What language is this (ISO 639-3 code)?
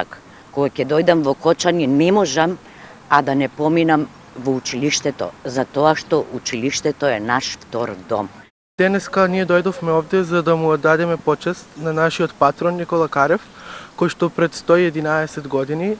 mkd